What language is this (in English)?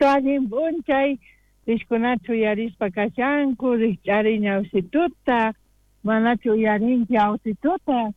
South Bolivian Quechua